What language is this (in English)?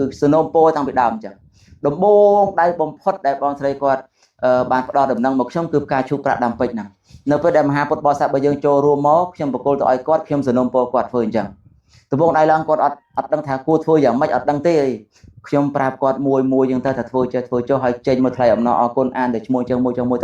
Khmer